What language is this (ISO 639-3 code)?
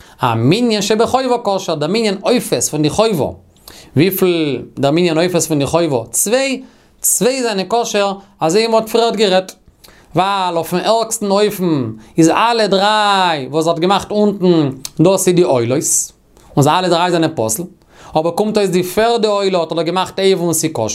yid